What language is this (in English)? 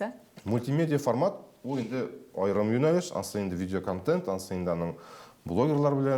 Tatar